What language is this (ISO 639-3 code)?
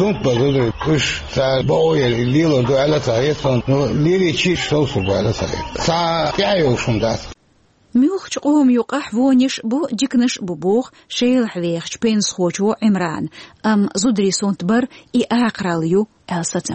che